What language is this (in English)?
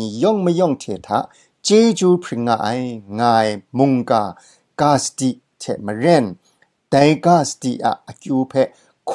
Kachin